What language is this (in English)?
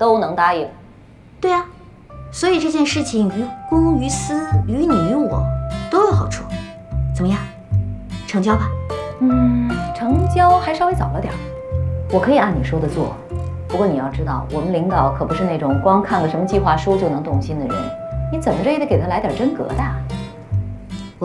Chinese